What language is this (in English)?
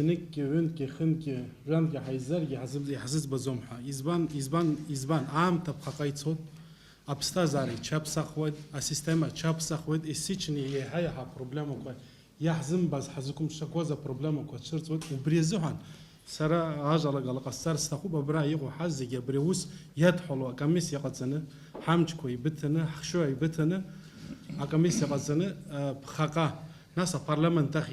Abkhazian